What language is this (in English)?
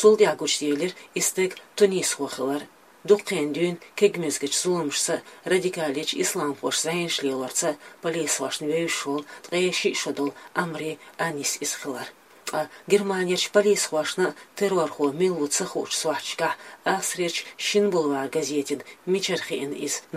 Chechen